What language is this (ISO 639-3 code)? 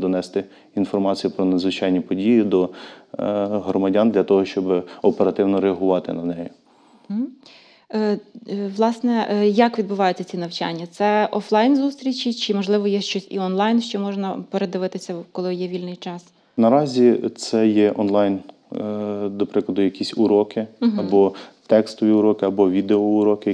ukr